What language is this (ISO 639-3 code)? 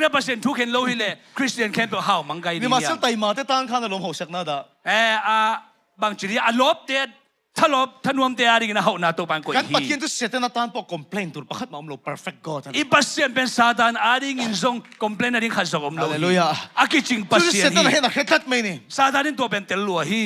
ctd